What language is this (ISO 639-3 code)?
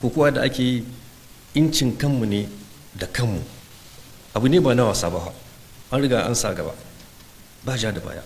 hau